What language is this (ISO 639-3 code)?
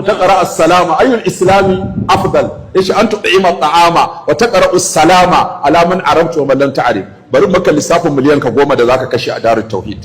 hau